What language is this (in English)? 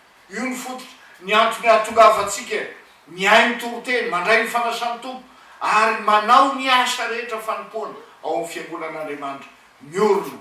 Malagasy